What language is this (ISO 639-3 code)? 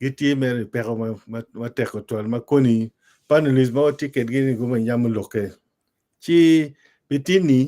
ach